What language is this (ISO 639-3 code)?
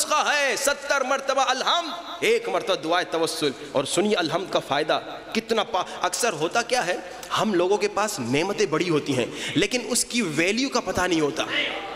urd